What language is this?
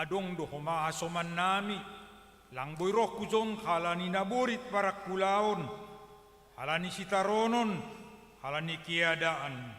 Batak Simalungun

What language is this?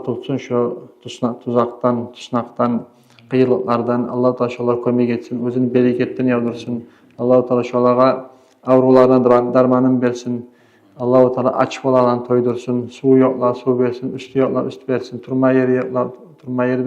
Kumyk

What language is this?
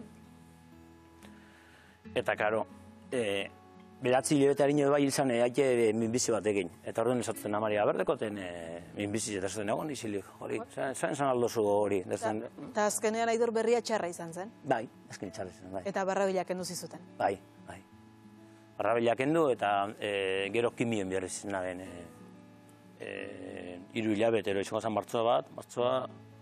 Basque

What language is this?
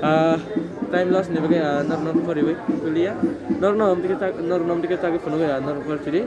Kok Borok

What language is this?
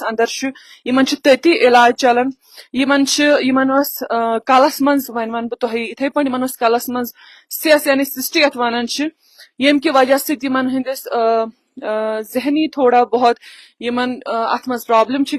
Kashmiri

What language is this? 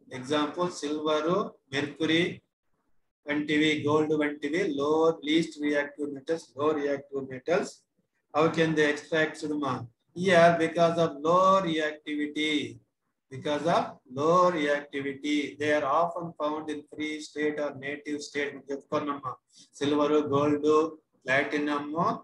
Telugu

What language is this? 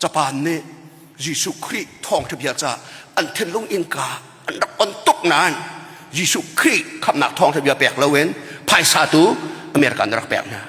Hakha Chin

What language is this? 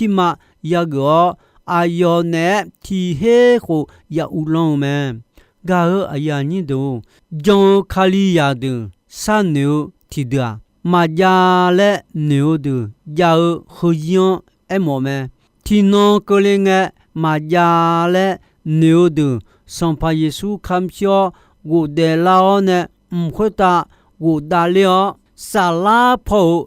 Akha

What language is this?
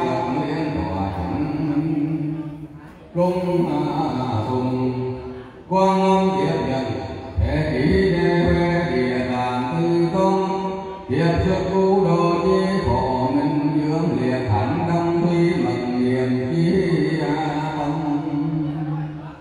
Vietnamese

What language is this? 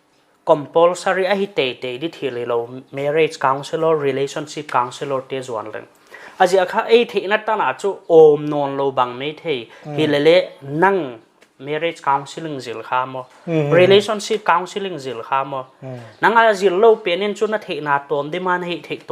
Paite Chin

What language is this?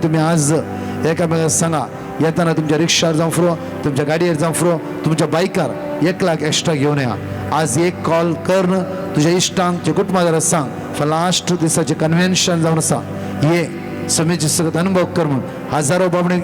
Konkani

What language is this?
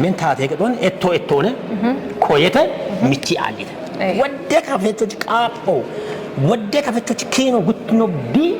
Kafa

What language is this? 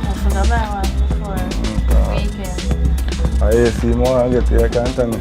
Jamaican Creole English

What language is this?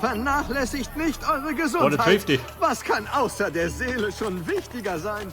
Bavarian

